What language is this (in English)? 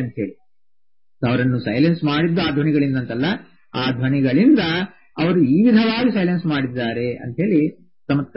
Kannada